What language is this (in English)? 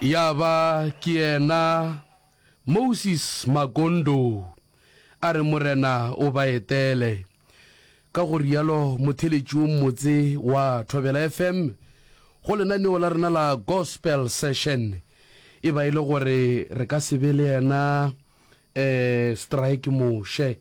Northern Sotho